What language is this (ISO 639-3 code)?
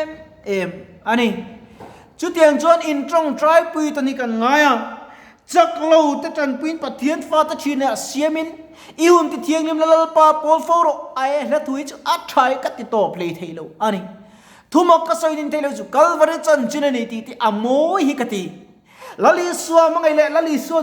lus